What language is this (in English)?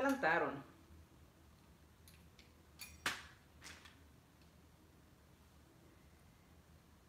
Spanish